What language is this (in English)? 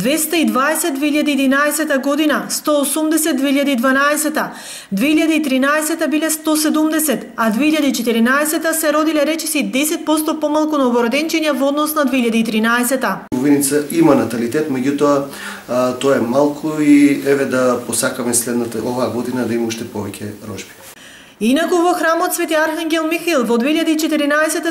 Macedonian